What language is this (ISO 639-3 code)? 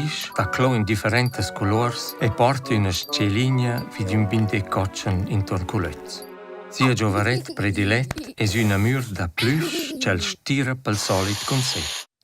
roh